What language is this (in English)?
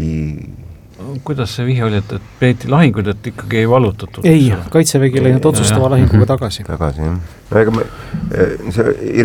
Estonian